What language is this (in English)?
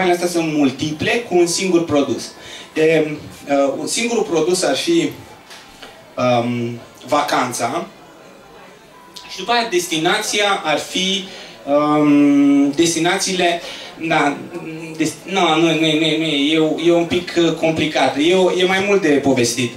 Romanian